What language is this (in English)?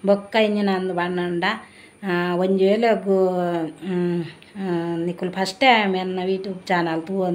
Tulu